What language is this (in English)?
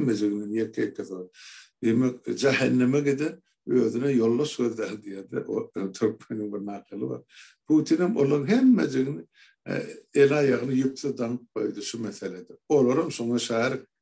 Turkmen